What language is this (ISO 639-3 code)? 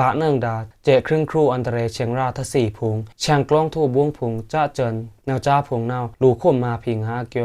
blk